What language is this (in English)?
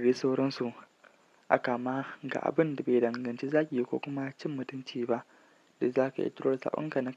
Hausa